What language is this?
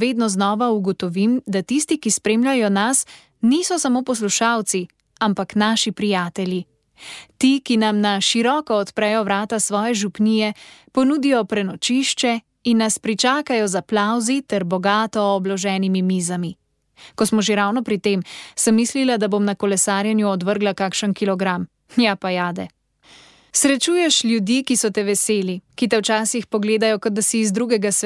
Slovenian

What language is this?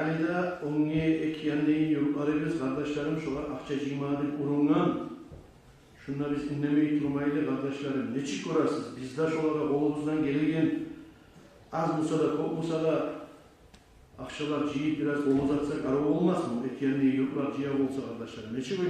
Kumyk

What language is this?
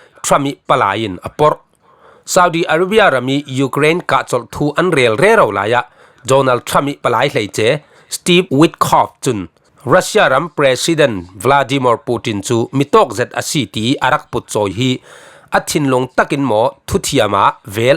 Falam Chin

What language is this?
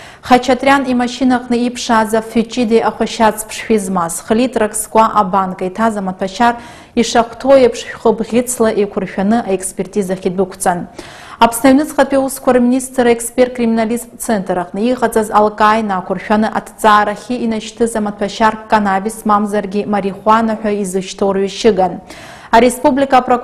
Abkhazian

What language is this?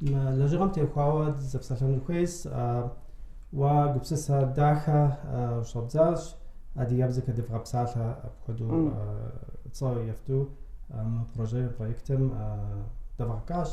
Kabardian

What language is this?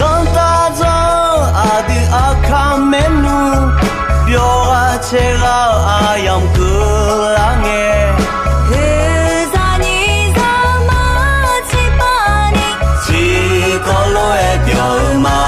Akha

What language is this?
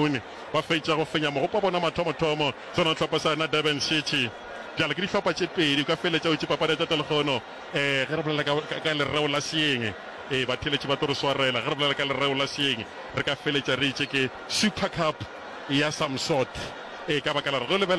Northern Sotho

